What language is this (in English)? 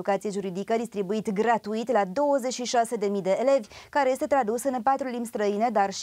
Romanian